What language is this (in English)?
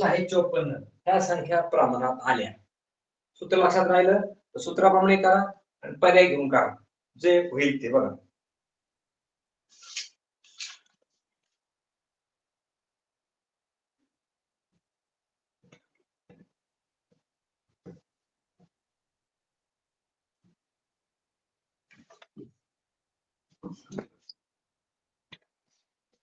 Marathi